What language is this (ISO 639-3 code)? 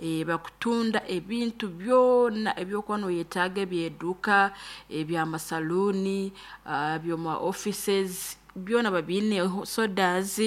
nyn